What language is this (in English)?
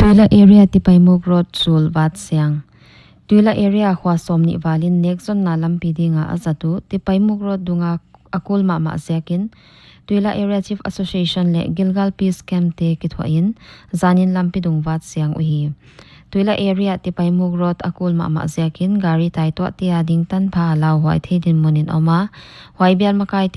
Paite Chin